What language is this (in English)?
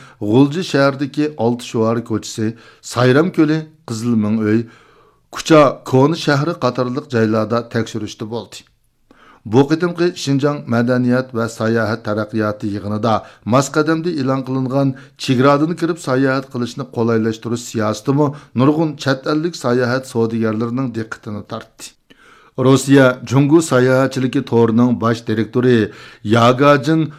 Uyghur